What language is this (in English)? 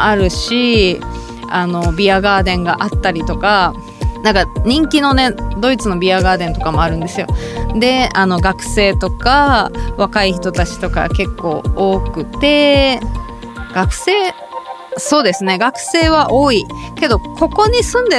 Japanese